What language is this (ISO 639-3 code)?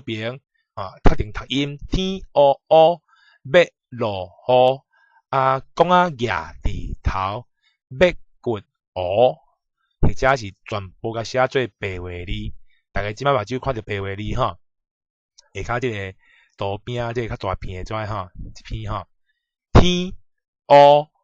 nan